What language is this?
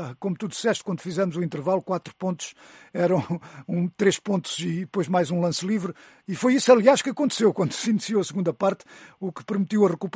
Portuguese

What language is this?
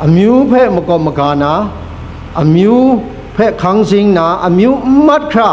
Kachin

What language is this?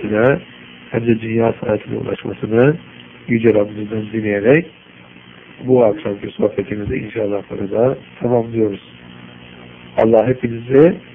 Turkish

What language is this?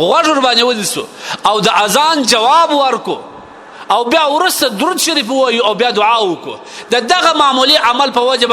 Pashto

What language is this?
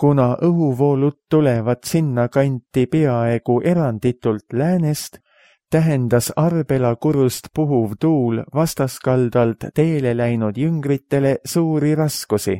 Estonian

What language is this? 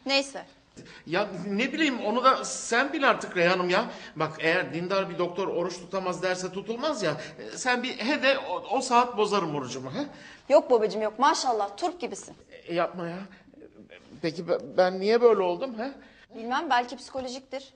Turkish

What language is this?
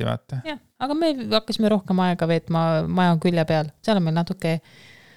Estonian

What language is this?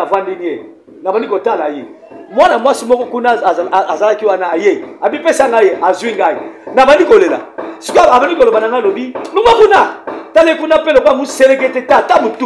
Lingala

